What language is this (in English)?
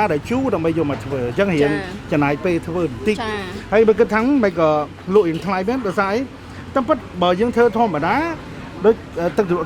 Khmer